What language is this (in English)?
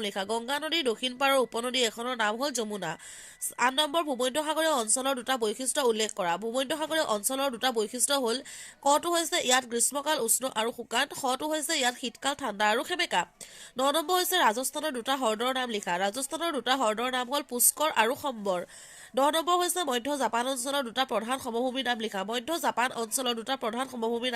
Assamese